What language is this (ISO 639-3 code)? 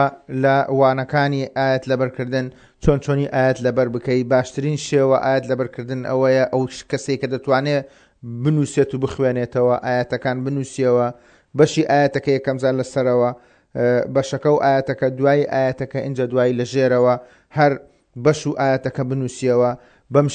ckb